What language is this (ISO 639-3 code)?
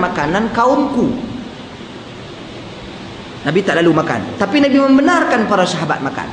msa